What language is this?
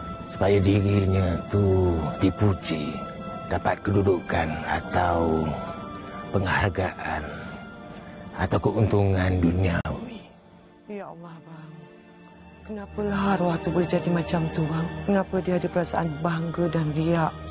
Malay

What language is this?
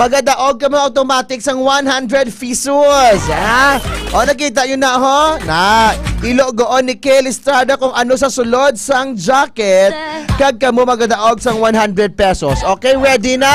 Hiligaynon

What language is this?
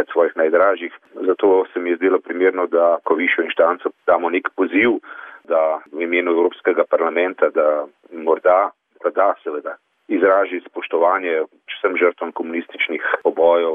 Slovenian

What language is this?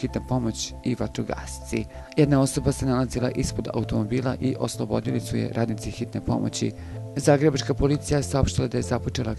Bosnian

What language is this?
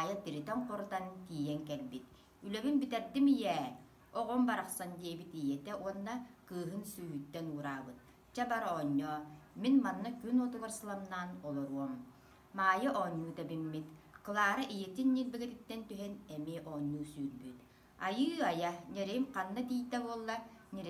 Yakut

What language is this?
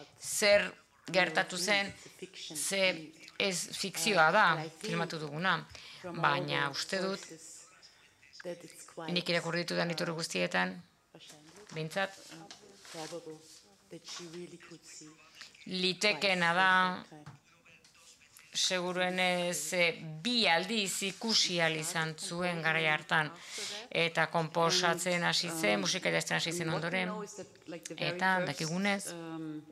Basque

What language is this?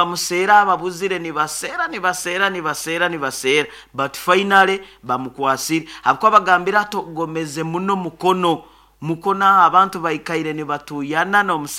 Nyoro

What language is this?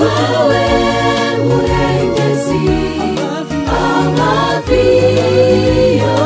Kinyarwanda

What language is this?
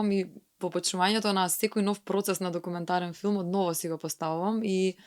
Macedonian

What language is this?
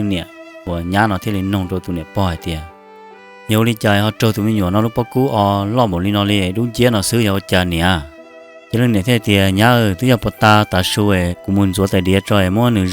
Hmong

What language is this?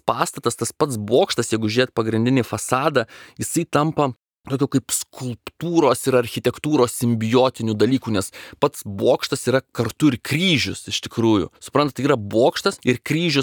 Lithuanian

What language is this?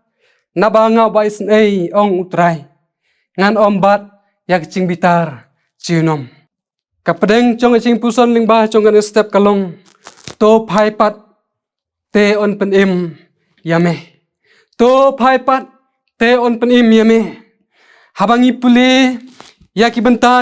Khasi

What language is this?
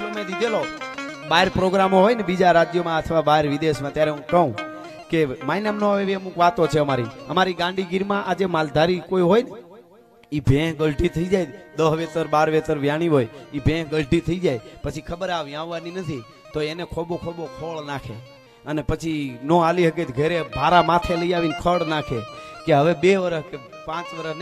Gujarati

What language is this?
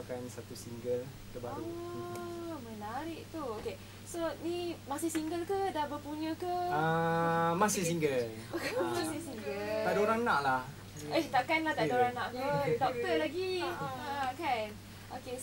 Malay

